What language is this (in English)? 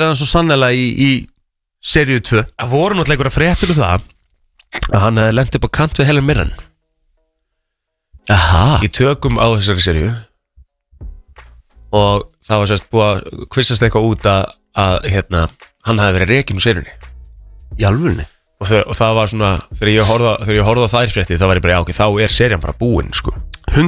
Icelandic